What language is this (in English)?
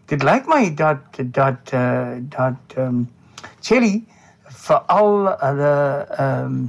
Afrikaans